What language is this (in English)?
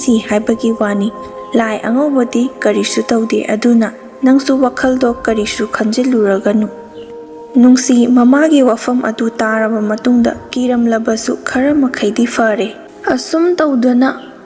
Manipuri